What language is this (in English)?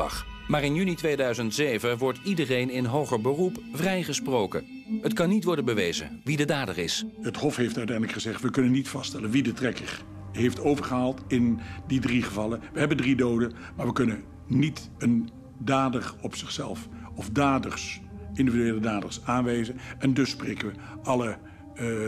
Dutch